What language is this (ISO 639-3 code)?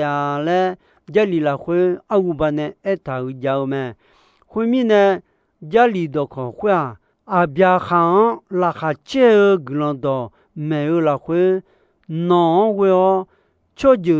ahk